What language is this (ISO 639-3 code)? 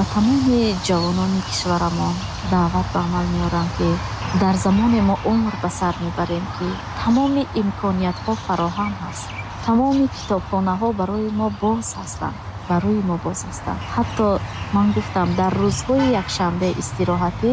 tgk